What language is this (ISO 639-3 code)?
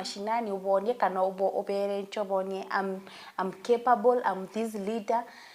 mer